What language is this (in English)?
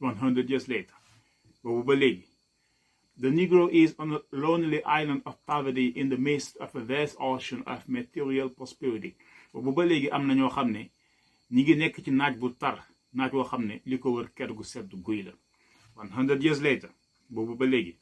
Wolof